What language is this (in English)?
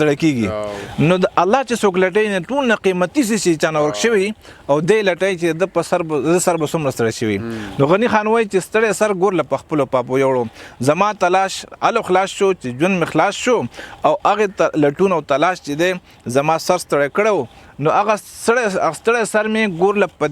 Pashto